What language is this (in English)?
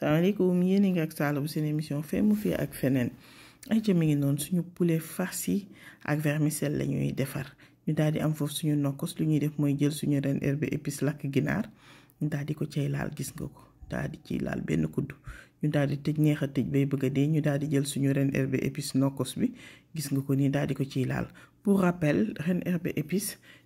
Wolof